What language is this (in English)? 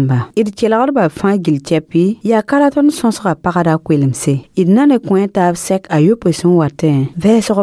Mossi